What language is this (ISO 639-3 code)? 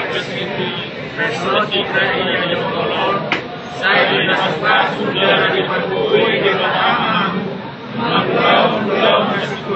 bbc